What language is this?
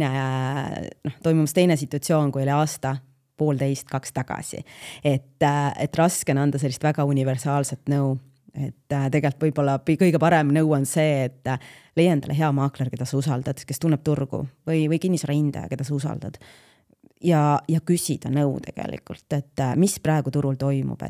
Estonian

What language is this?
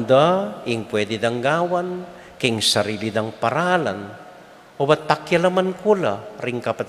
Pampanga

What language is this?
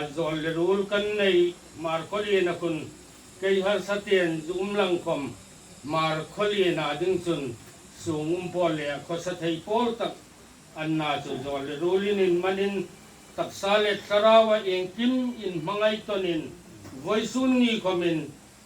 Hmar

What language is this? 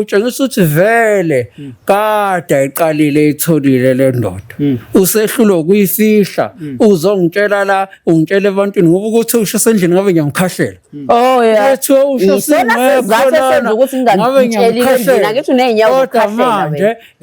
Zulu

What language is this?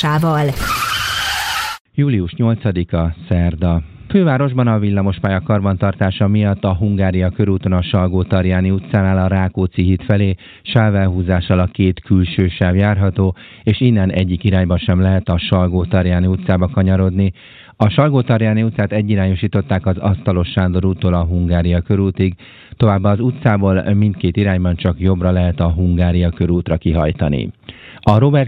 Hungarian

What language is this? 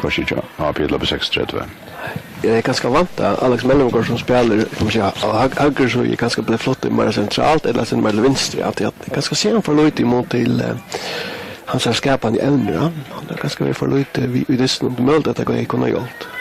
Faroese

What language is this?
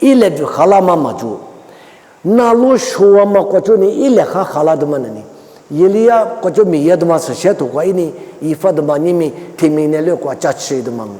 Lisu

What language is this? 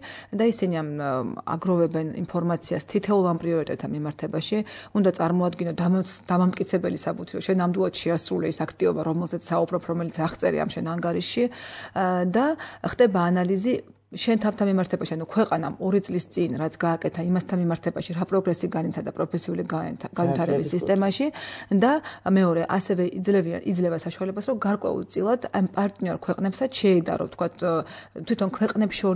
Georgian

